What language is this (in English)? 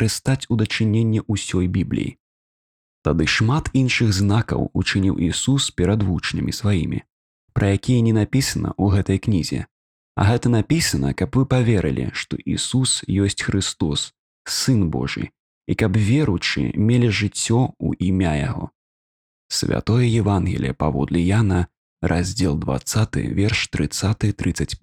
Belarusian